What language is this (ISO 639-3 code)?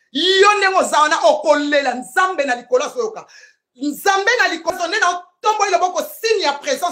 lin